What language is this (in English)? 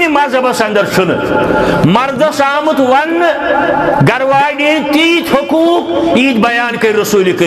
Kashmiri